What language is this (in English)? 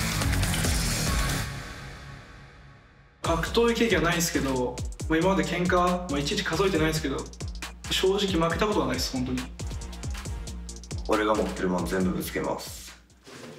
Japanese